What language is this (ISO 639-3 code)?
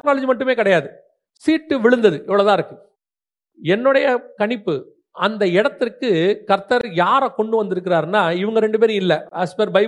tam